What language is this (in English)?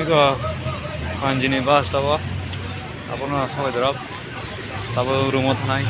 Kok Borok